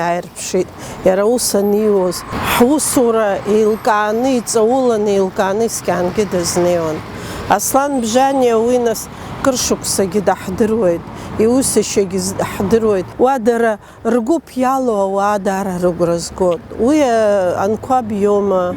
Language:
Abkhazian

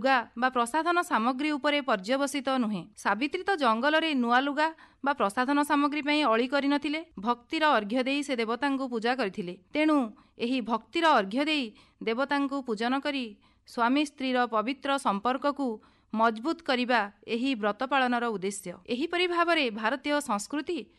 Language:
Odia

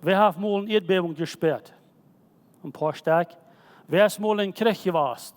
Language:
Plautdietsch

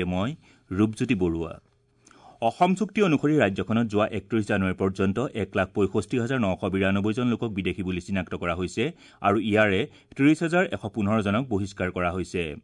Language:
Assamese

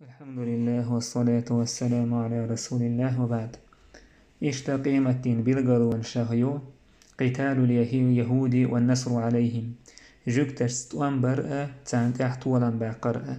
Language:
Chechen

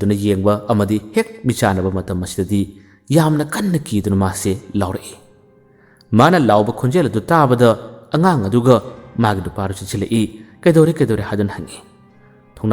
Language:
Manipuri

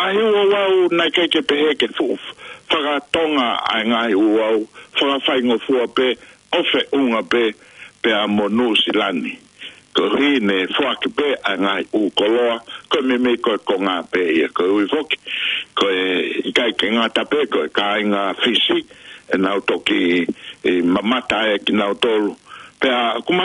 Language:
Tongan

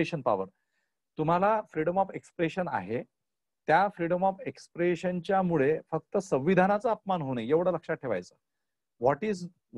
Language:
Marathi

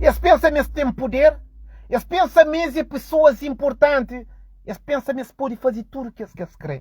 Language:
Kabuverdianu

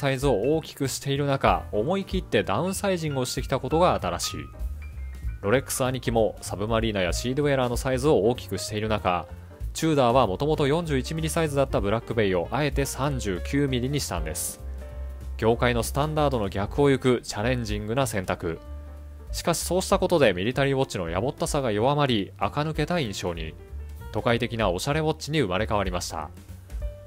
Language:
Japanese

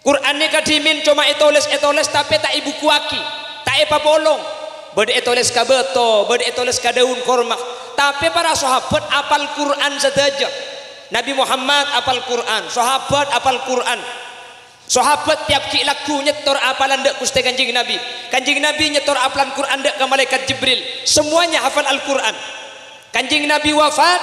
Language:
Madurese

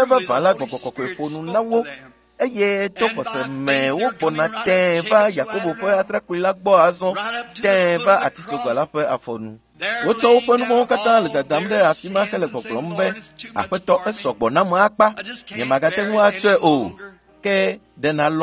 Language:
Ewe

